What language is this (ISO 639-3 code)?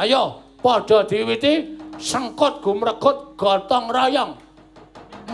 jav